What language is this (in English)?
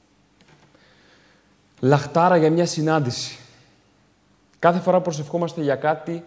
Greek